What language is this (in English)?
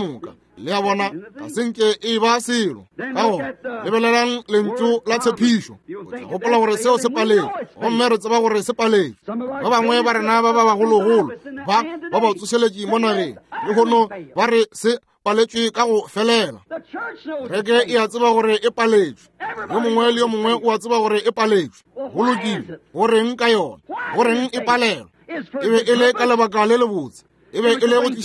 Northern Sotho